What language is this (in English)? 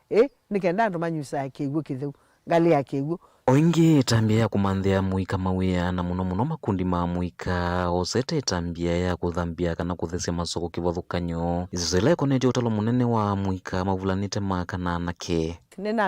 Kamba